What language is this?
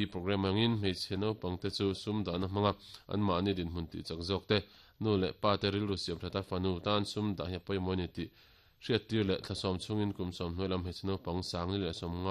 Mizo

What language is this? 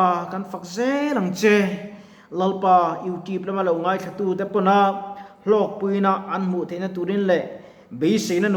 Mizo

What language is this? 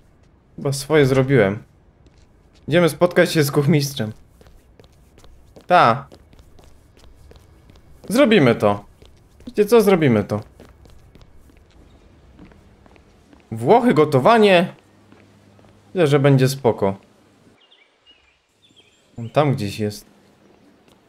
Polish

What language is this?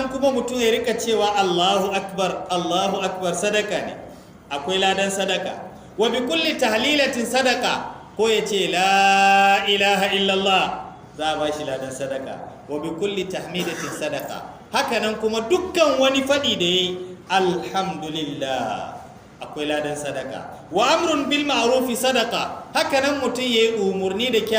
Hausa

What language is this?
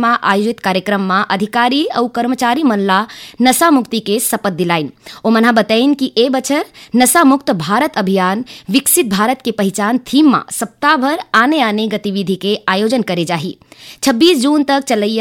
Chhattisgarhi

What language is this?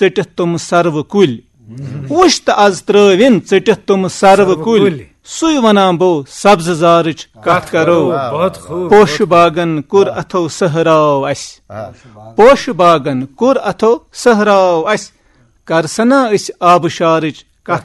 Kashmiri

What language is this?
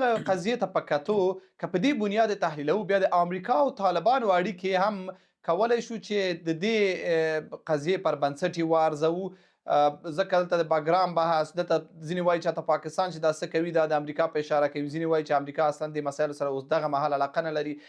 Pashto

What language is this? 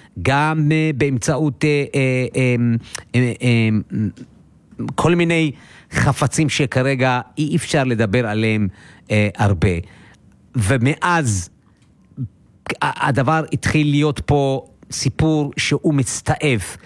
Hebrew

